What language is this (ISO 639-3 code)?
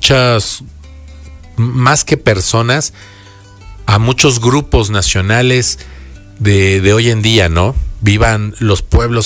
spa